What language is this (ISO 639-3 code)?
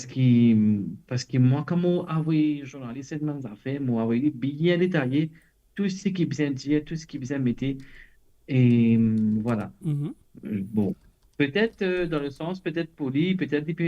mfe